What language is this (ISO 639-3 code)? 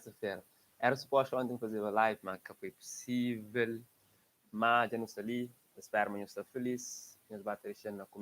kea